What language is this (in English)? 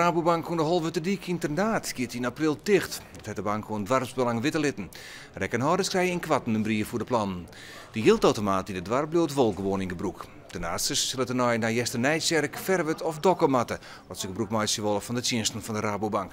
Western Frisian